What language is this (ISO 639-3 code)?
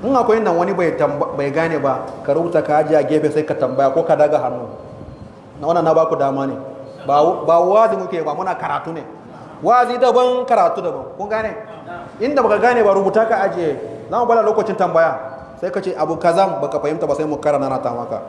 hau